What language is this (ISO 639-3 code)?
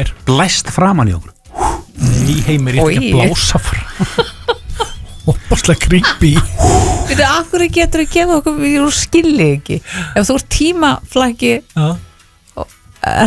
isl